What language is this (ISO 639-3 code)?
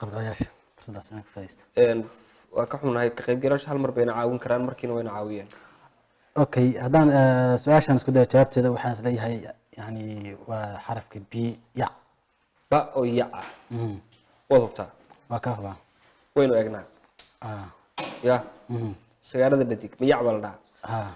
som